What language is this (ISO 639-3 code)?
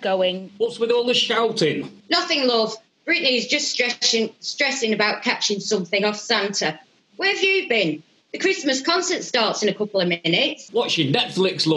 eng